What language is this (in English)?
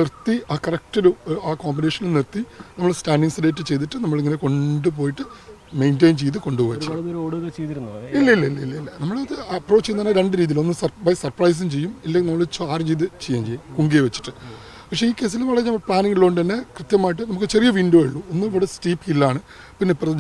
Malayalam